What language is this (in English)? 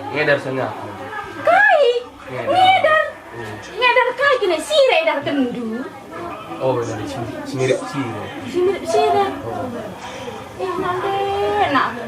Batak Karo